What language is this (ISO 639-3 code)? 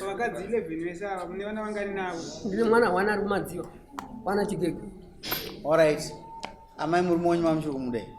sna